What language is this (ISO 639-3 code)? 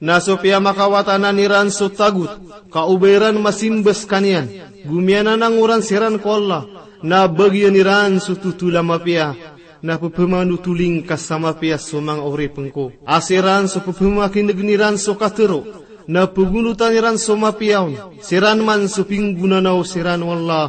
mrw